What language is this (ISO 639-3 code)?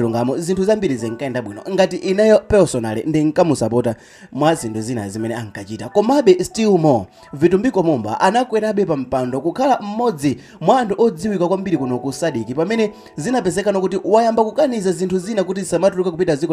nya